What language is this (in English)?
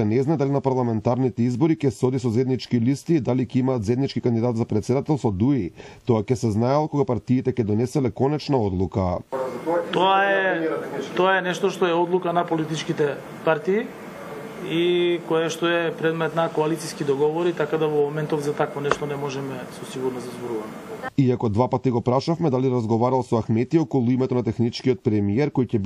Macedonian